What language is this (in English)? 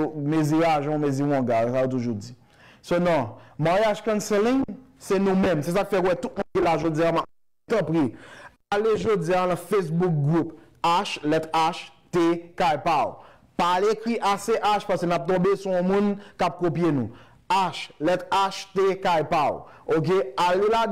Haitian Creole